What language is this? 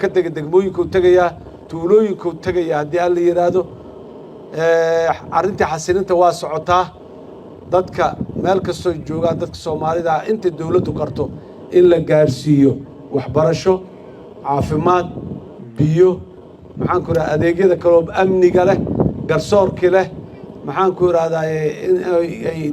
Somali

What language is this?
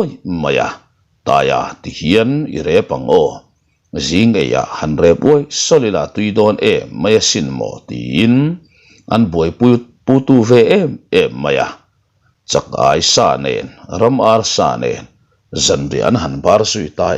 Mizo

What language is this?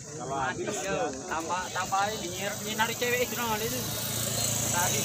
Musi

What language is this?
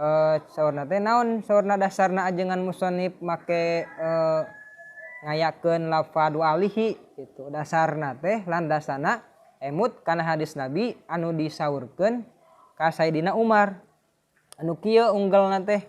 Sundanese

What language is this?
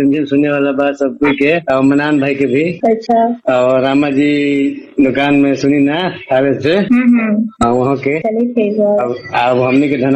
Bhojpuri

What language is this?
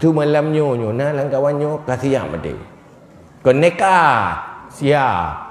Achinese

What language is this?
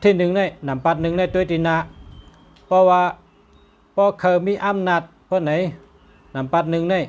Shan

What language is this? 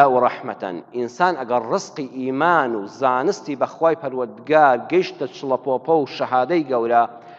Central Kurdish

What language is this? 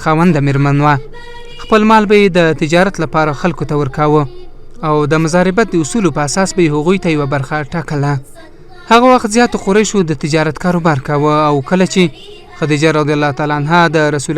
Pashto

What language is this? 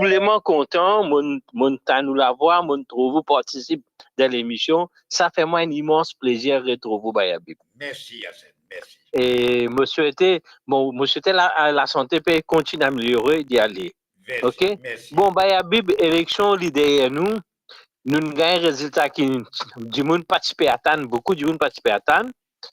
Morisyen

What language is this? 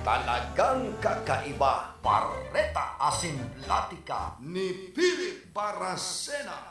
Bikol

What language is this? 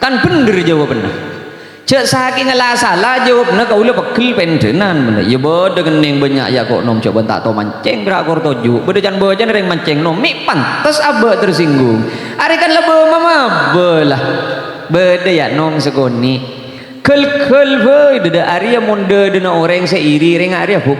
Madurese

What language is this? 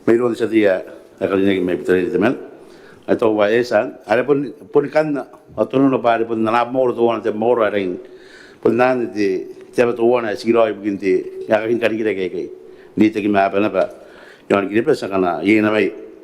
Gilbertese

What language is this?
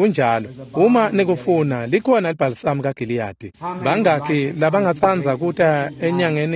Swati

